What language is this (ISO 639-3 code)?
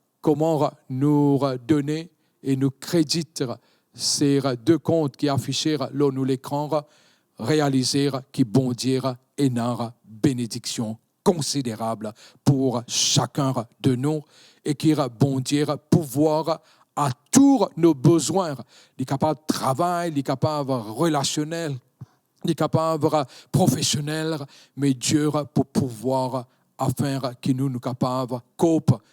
mfe